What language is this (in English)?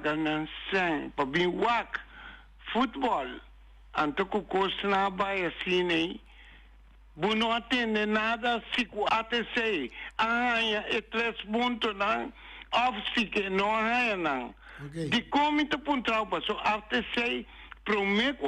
Papiamento